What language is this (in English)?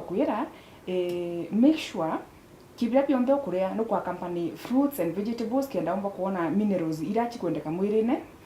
Meru